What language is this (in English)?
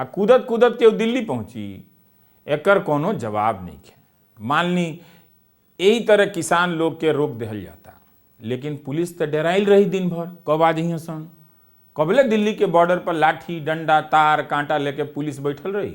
Bhojpuri